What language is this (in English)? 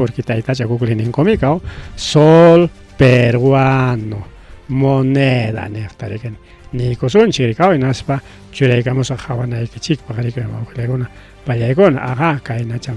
Ayacucho Quechua